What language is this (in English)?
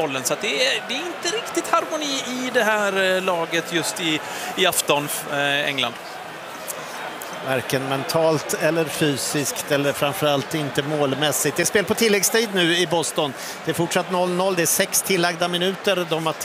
Swedish